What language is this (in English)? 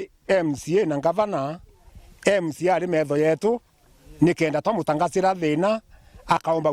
Meru